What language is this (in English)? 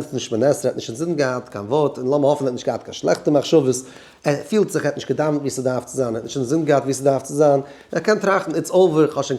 Yiddish